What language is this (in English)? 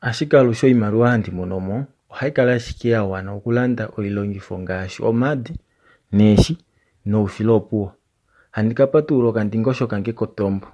Kuanyama